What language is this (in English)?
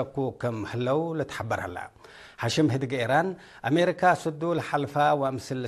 Tigre